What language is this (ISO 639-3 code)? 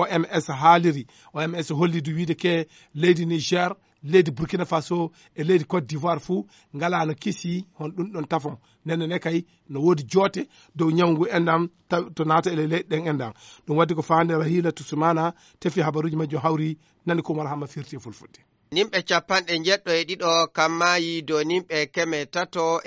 ful